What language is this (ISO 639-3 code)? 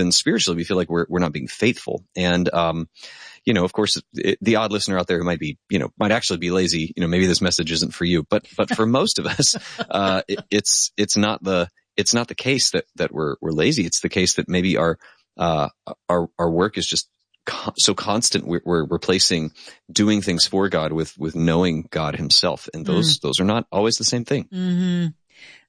eng